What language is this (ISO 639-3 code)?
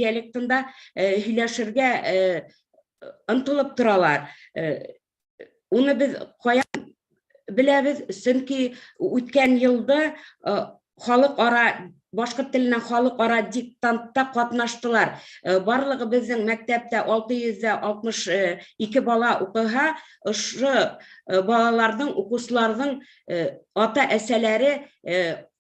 bak